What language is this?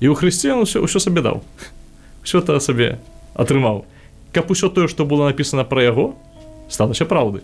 Belarusian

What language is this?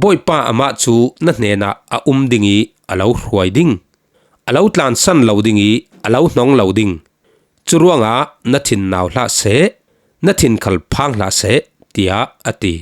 Falam Chin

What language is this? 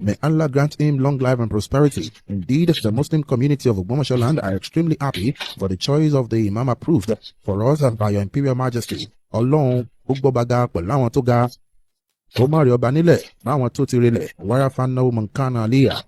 Yoruba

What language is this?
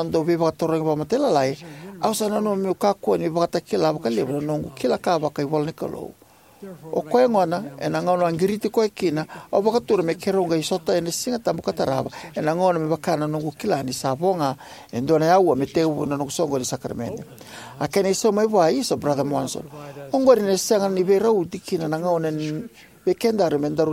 Fijian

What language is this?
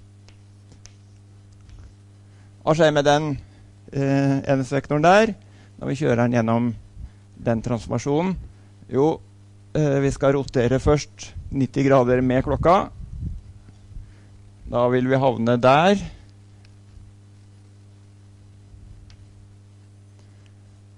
Norwegian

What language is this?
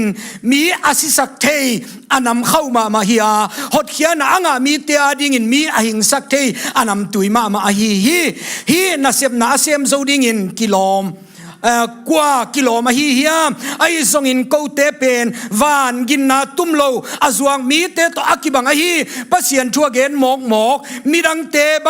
Tedim Chin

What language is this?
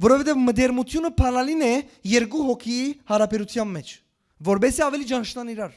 Western Armenian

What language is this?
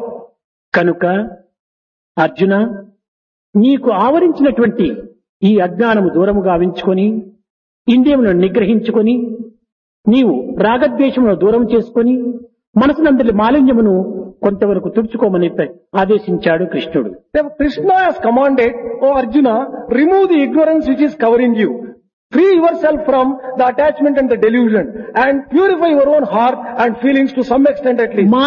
Telugu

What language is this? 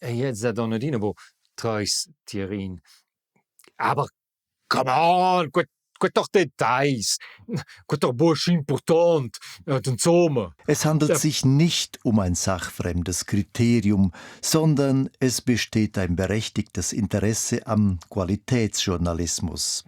Romansh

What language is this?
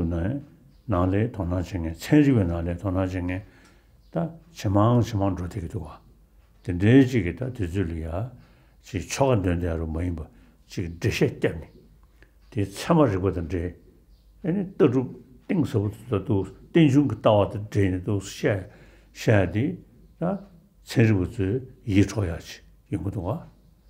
Tibetan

